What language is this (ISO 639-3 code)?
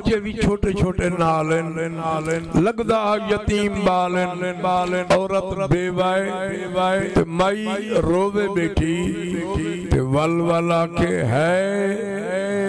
skr